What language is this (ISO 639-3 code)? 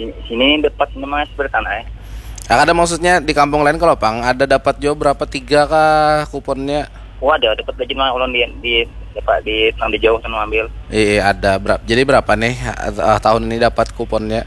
bjn